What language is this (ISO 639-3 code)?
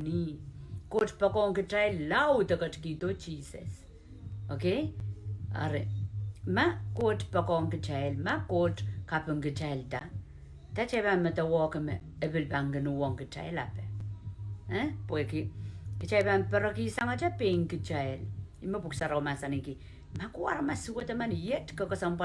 pon